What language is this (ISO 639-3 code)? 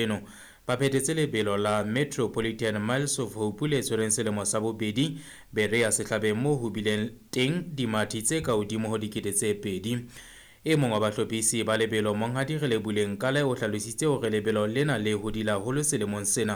sot